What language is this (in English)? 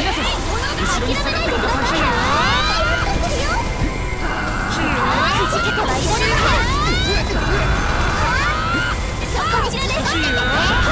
Japanese